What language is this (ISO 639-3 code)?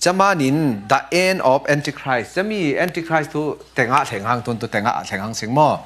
cfm